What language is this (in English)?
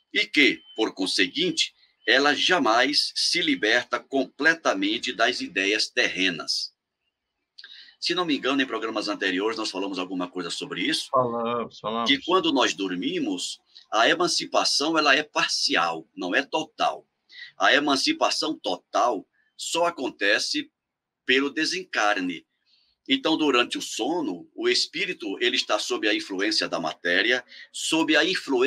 Portuguese